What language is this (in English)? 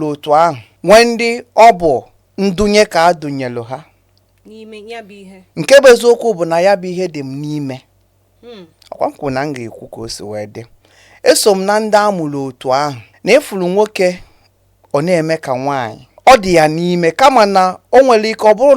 Igbo